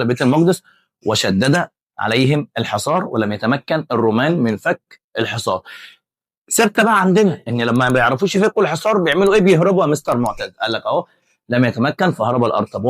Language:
Egyptian Arabic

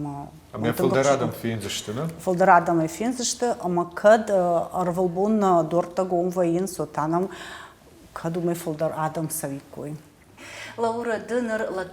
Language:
Ossetic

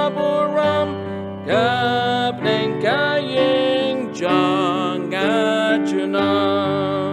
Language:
Khasi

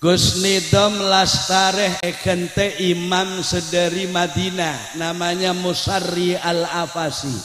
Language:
Madurese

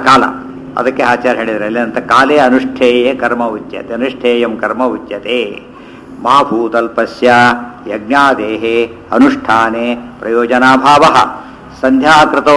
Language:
Kannada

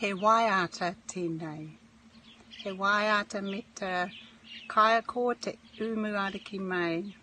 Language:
Māori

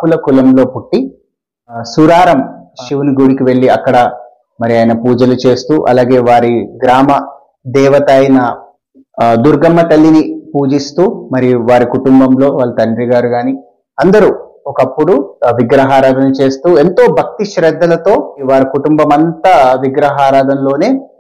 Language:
Telugu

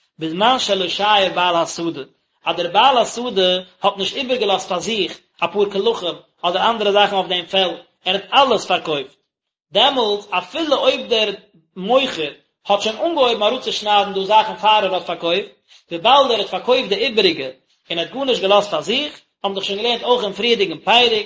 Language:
Yiddish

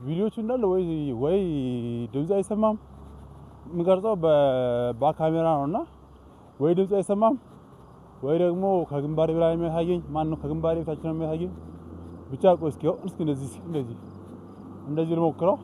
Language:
Amharic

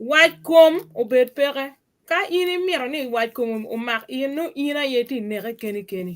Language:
Acoli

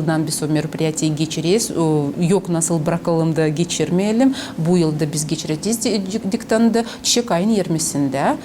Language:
Gagauz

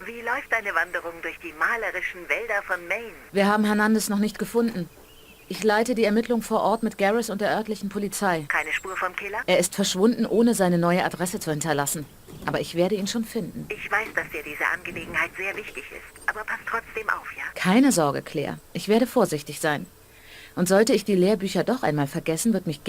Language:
Bavarian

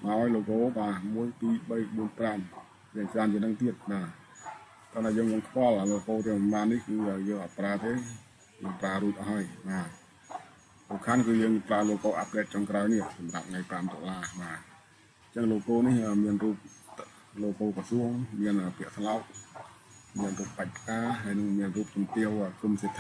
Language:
Khmer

